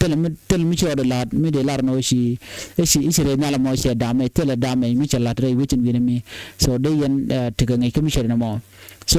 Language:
Nuer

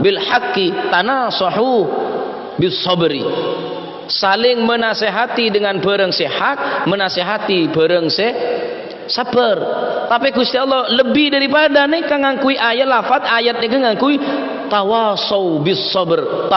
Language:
Madurese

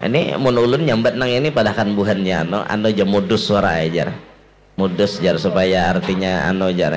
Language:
Banjar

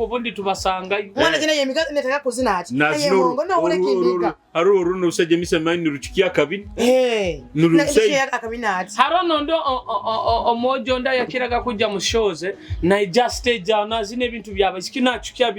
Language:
Nyoro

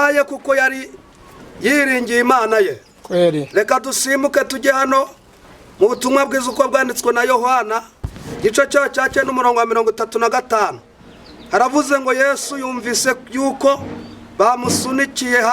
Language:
Kinyarwanda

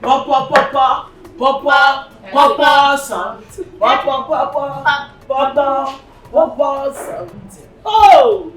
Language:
Nigerian Pidgin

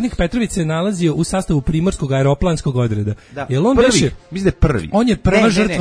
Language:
Serbian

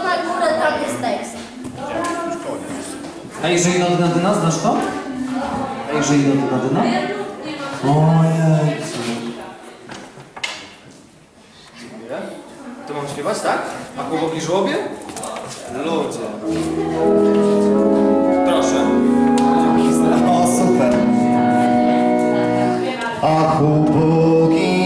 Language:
Polish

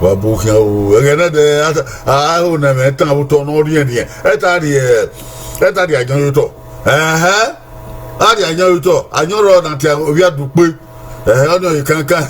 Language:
Bini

